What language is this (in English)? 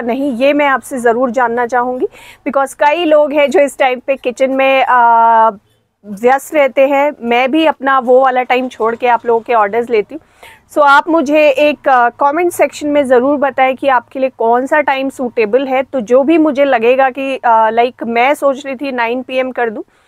Hindi